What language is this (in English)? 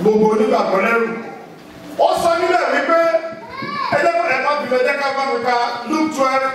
Yoruba